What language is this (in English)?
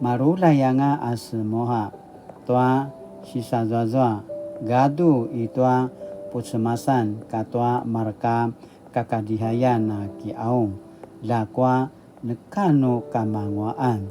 Paiwan